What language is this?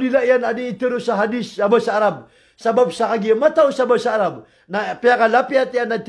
Maranao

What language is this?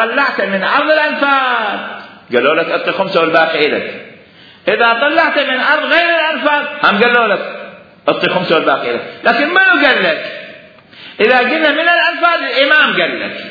Mesopotamian Arabic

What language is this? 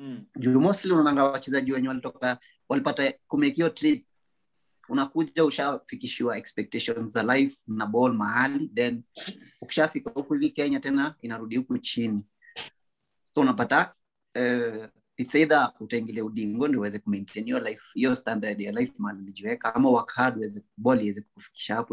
Swahili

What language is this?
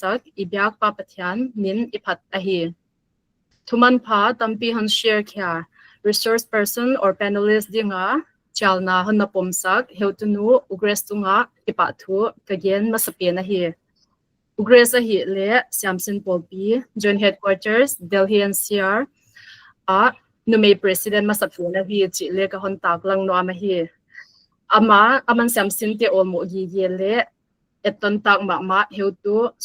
Paite Chin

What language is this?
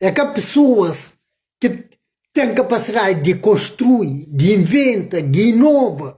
Kabuverdianu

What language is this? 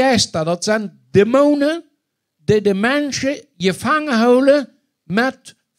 Plautdietsch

